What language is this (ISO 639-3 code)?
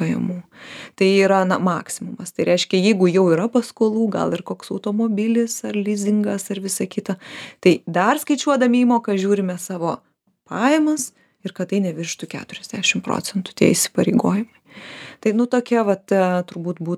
lit